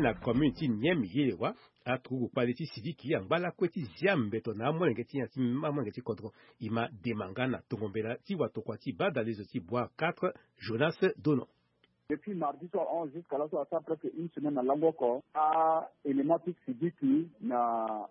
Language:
Sango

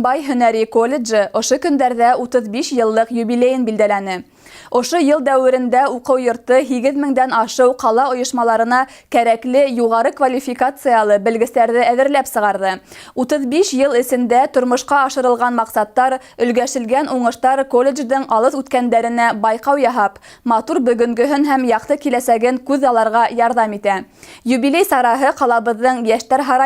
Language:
Bashkir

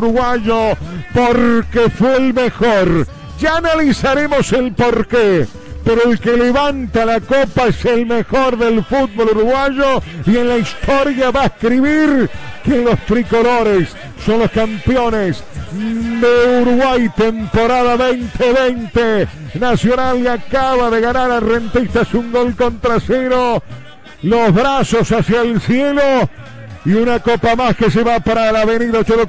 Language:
Spanish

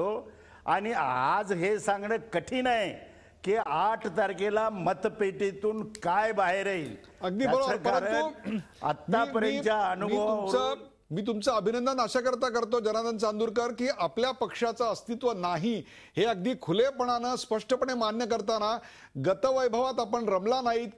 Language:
Marathi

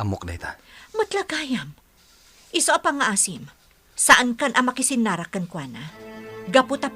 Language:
Iloko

